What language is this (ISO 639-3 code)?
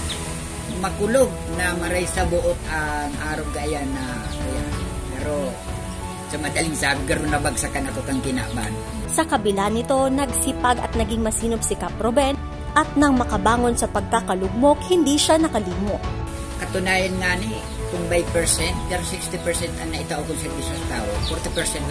bik